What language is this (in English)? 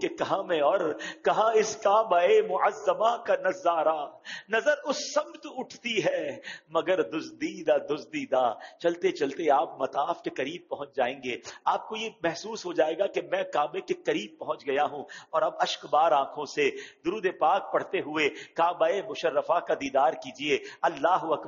Urdu